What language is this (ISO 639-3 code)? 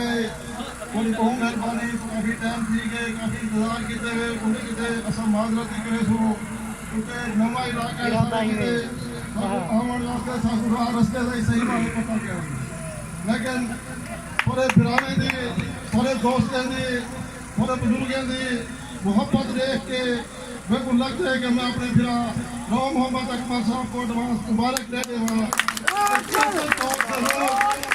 skr